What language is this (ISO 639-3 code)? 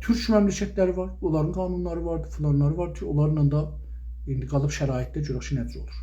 azb